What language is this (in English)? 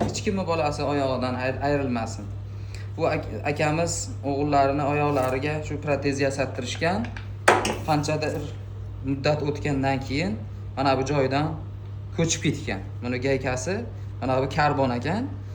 Uzbek